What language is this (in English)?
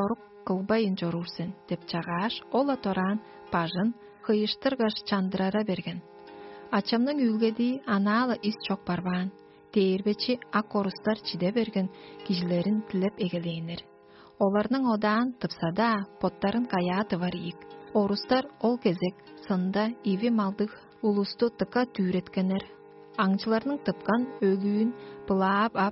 Tuvinian